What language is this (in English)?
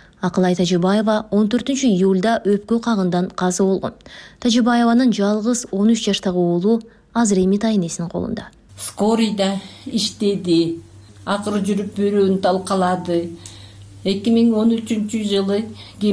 Kyrgyz